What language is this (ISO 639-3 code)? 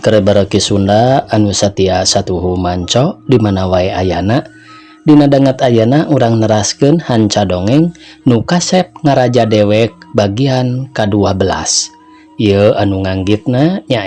sun